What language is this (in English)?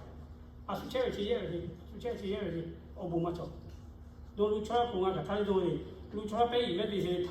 Lahu